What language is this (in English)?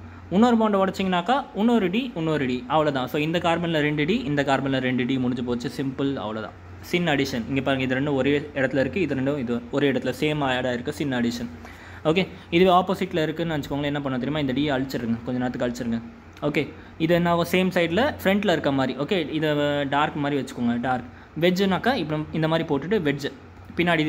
Tamil